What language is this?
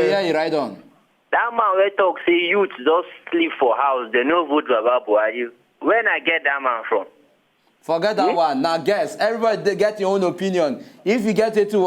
Nigerian Pidgin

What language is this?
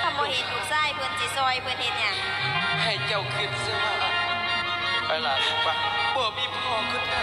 Northeastern Thai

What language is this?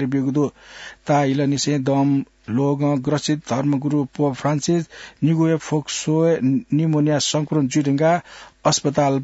Newari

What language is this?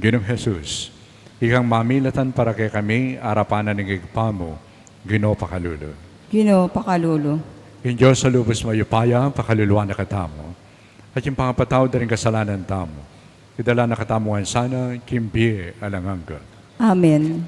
Pampanga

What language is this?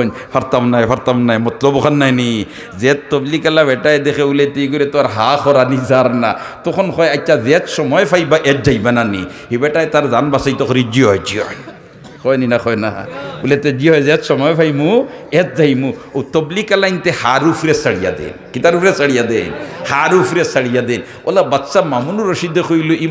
Sylheti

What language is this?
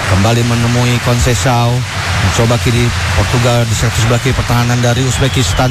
Indonesian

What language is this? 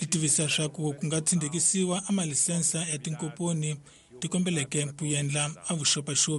Tsonga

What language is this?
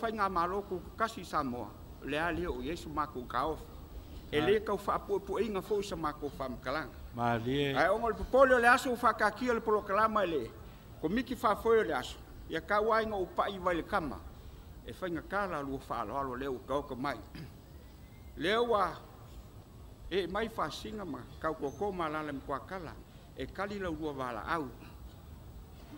Samoan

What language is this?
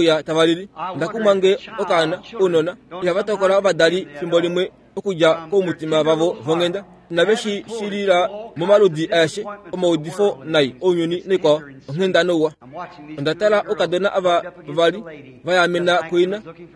Kuanyama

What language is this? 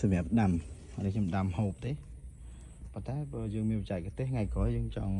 Khmer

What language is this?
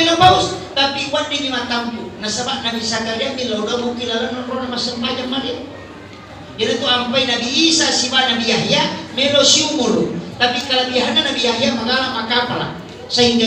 Buginese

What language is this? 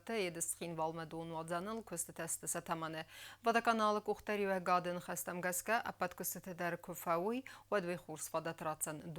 Ossetic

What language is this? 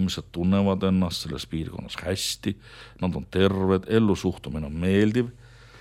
Estonian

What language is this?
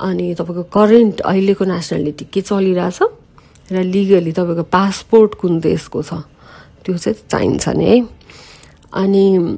Nepali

